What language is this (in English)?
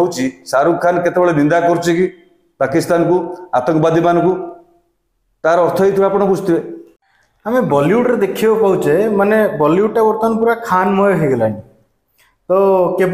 Odia